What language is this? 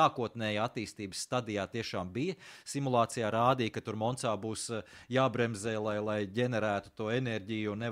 Latvian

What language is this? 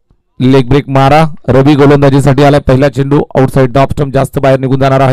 Marathi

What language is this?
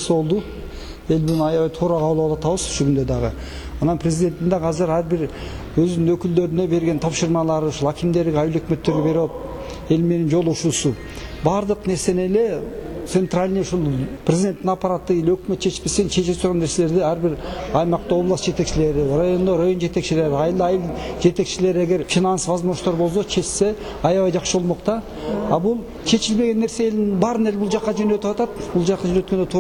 Kyrgyz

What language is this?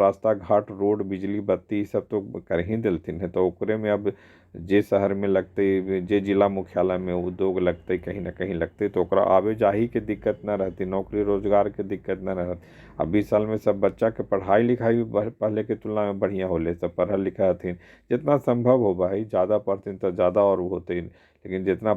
Magahi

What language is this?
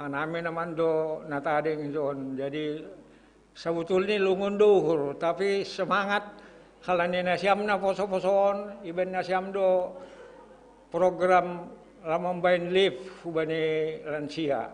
Batak Simalungun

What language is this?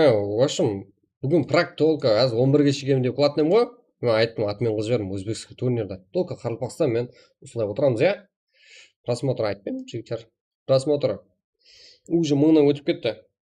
Kara-Kalpak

